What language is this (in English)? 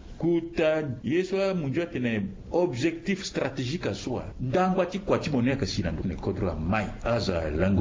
Sango